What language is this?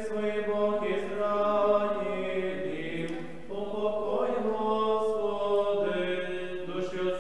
Ukrainian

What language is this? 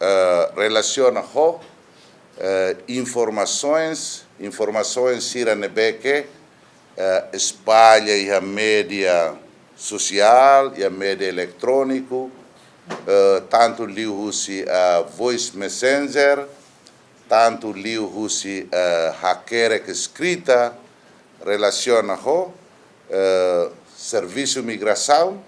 Tetum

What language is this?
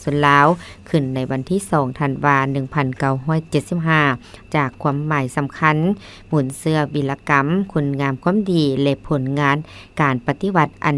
Lao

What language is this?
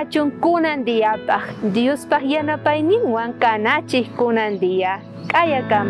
South Bolivian Quechua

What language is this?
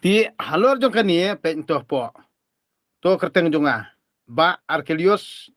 Khasi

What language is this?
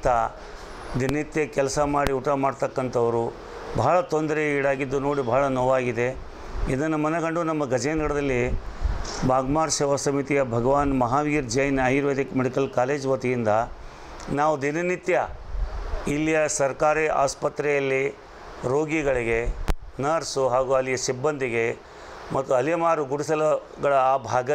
Kannada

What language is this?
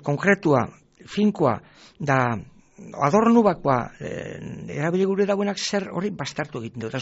Basque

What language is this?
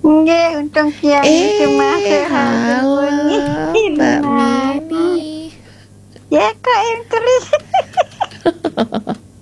Balinese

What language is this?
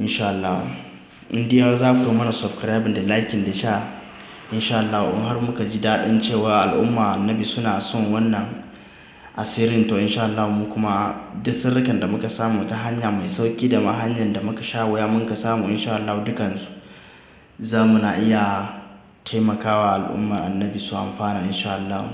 Hausa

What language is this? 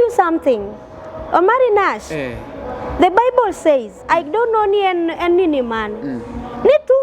Luo (Kenya and Tanzania)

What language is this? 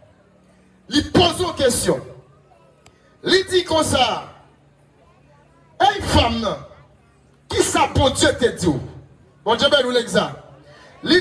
French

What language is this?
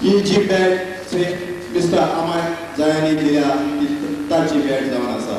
Konkani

